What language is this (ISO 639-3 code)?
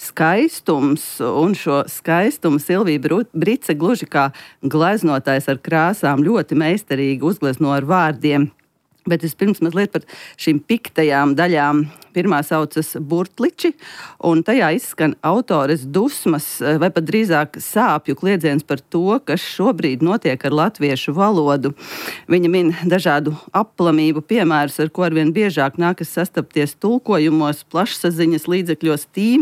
lav